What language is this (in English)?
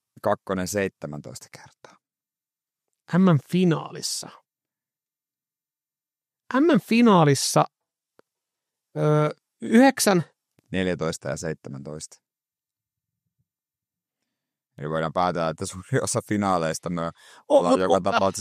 Finnish